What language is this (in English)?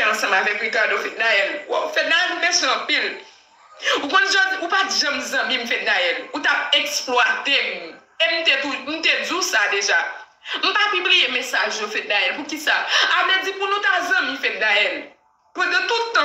Haitian Creole